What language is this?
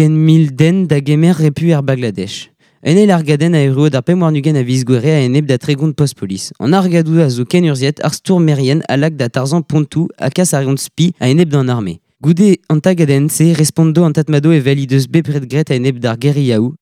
Breton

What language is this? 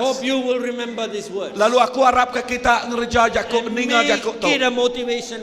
Iban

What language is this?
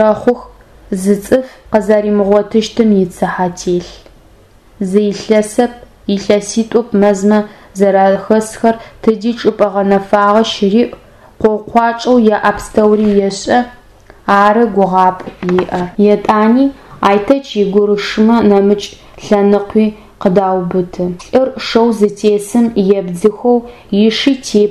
Adyghe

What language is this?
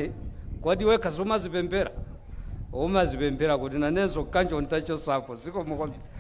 Nyanja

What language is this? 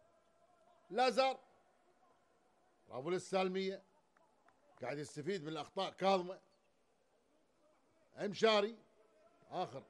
Gulf Arabic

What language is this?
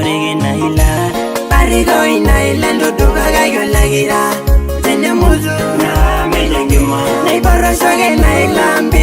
Masai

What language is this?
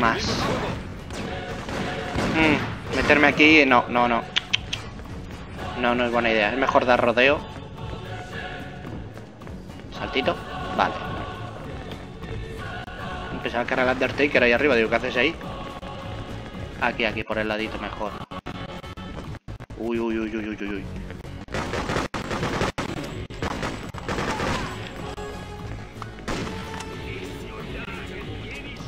Spanish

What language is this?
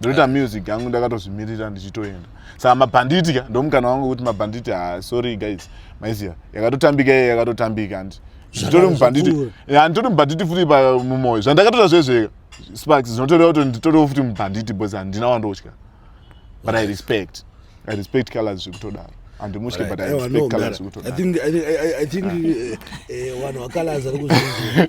Shona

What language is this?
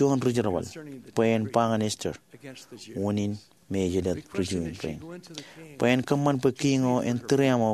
Marshallese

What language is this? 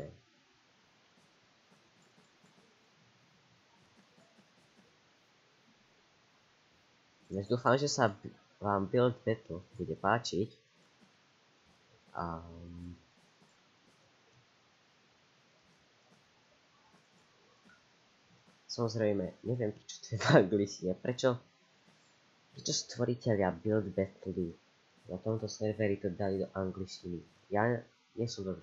Slovak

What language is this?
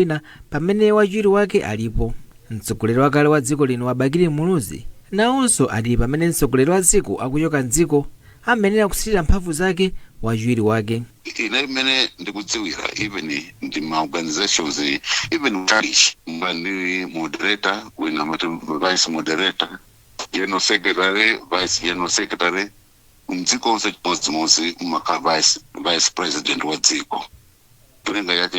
Nyanja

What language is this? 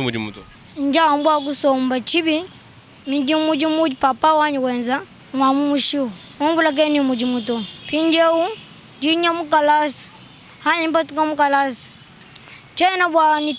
Luba-Lulua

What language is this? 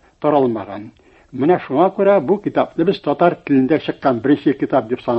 Tatar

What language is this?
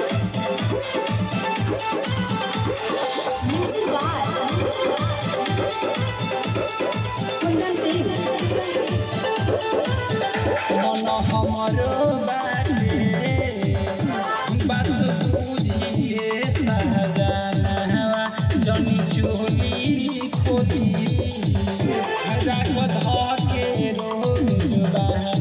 Bhojpuri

